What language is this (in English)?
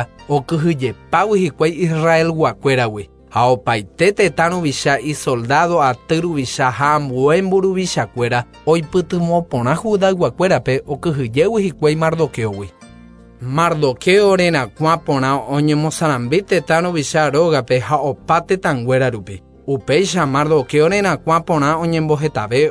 Guarani